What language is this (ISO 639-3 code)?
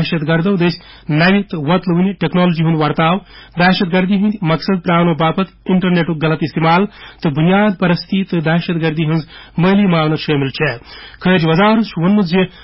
kas